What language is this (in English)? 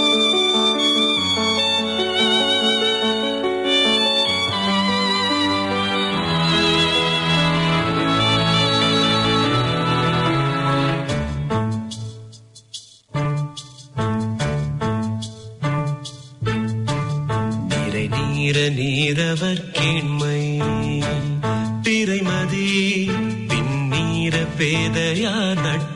Tamil